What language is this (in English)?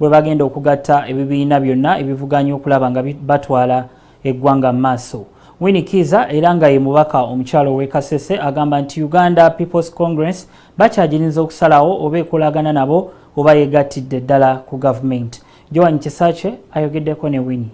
Ganda